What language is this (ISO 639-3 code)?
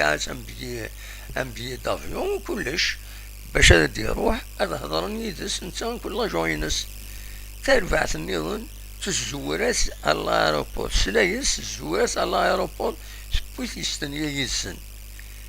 kab